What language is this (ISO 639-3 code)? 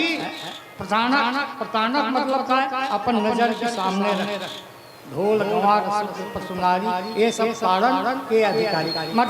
hne